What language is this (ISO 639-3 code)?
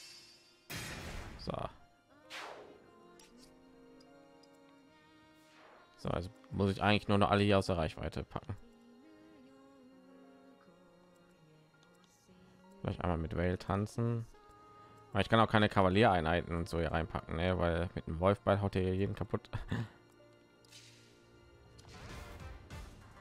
deu